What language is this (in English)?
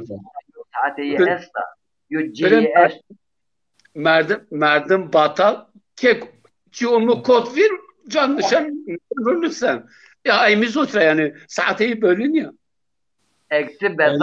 Zaza